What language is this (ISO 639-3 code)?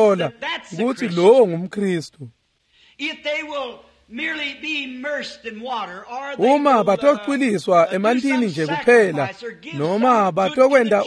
ssw